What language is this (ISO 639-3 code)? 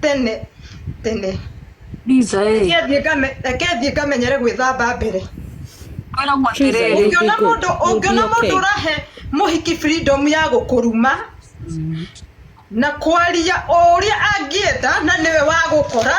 kik